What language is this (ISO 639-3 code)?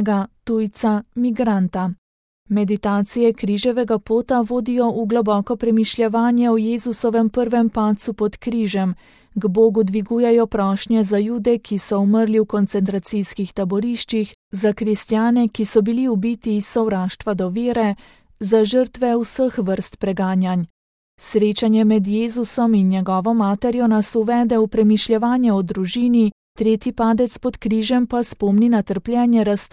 slv